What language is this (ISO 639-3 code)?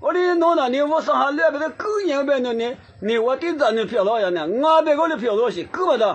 lis